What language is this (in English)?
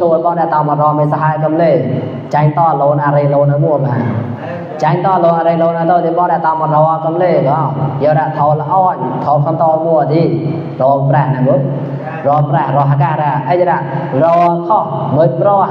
Mon